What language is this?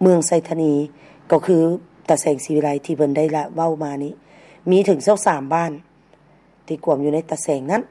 Lao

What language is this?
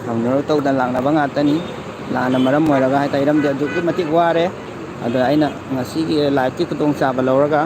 Manipuri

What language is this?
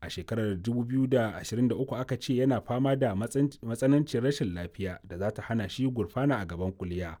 Hausa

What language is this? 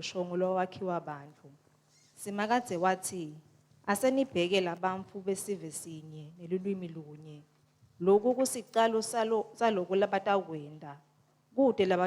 Swati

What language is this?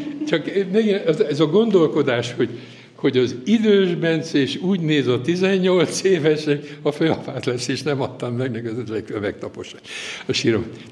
Hungarian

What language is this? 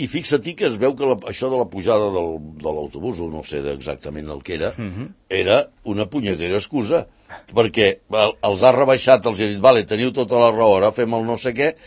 Catalan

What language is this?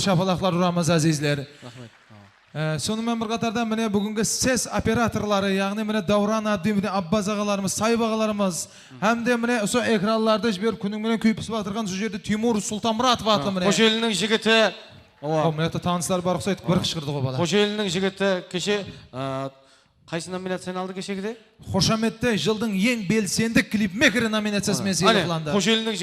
Kara-Kalpak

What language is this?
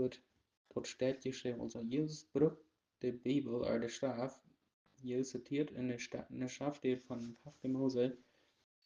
Plautdietsch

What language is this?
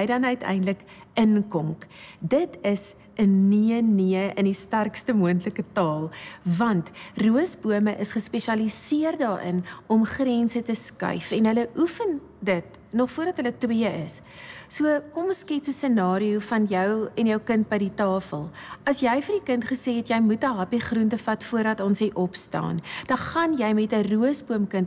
Afrikaans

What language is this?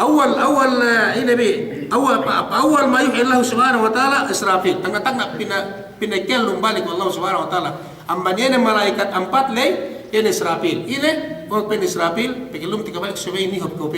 Yakan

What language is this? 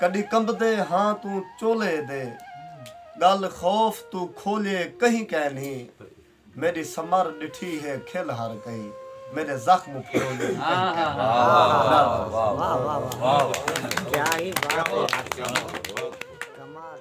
Saraiki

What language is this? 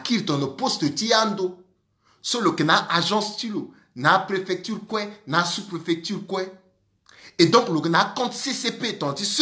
Sango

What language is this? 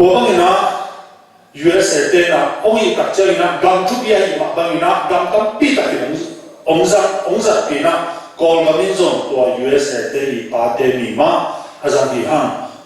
Tedim Chin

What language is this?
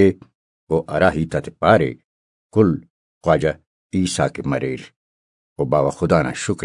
Brahui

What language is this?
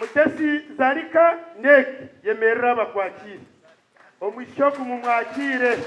Nyankole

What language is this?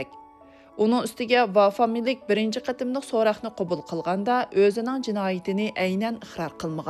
Uyghur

